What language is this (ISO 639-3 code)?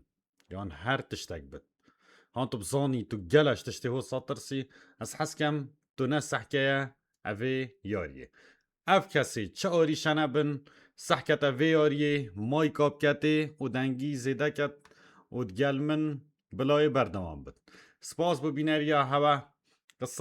kur